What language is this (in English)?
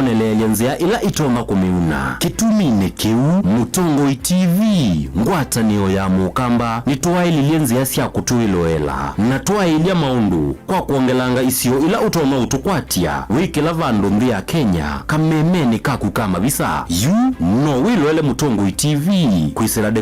Kamba